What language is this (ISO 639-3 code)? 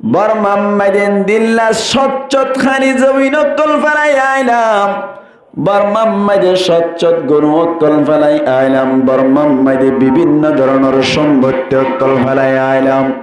rhg